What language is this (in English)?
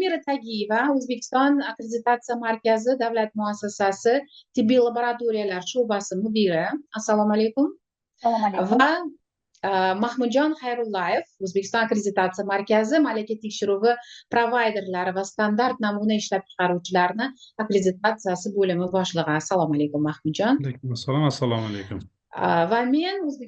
Uzbek